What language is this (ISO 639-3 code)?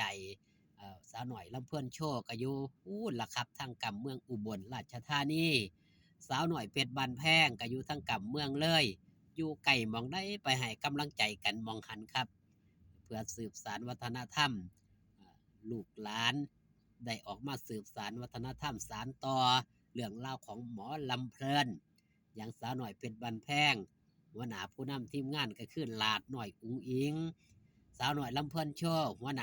tts